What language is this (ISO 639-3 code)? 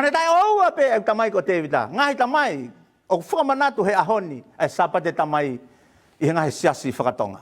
ton